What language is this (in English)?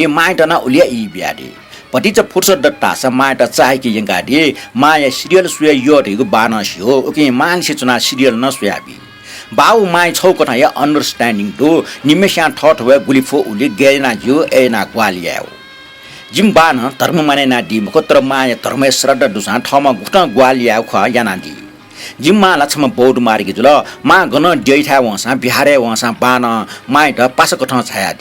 Newari